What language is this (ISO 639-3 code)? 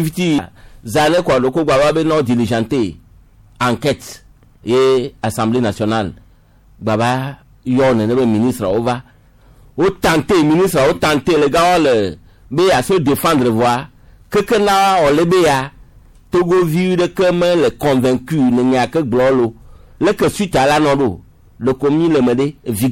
gej